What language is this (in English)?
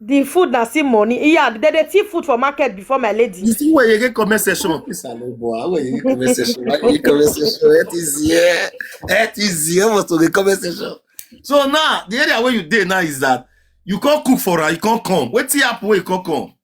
Nigerian Pidgin